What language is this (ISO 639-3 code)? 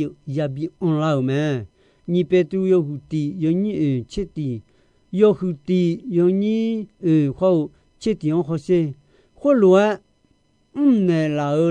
ahk